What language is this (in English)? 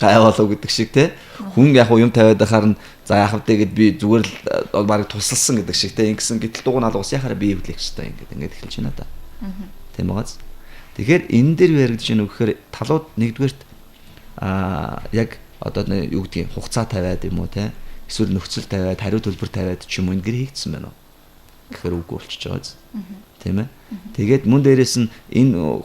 Mongolian